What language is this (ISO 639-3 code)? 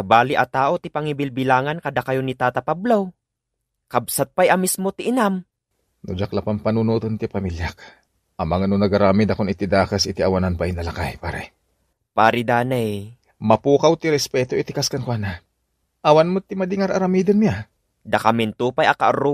ilo